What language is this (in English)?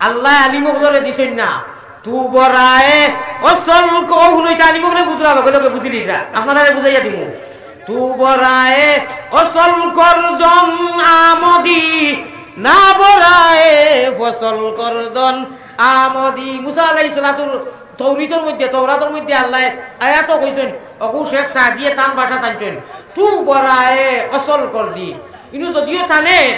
Sylheti